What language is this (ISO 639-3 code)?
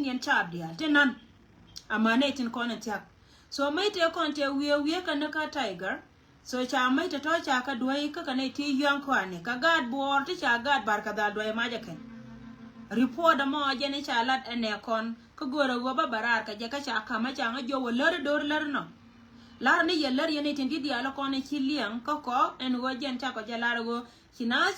nus